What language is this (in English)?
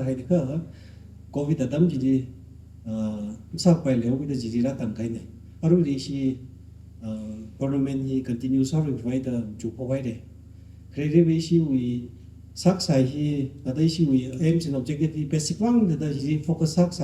Tangkhul Naga (India)